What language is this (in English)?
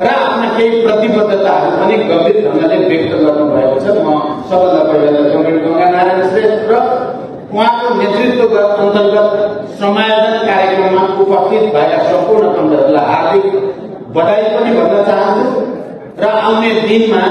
Nepali